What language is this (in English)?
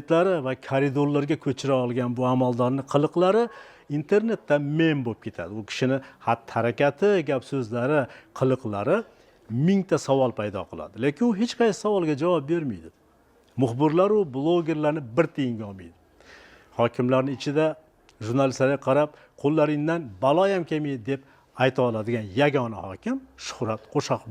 Uzbek